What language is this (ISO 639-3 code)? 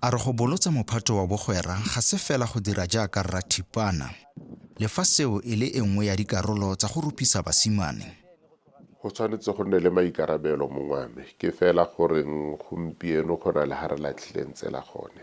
tsn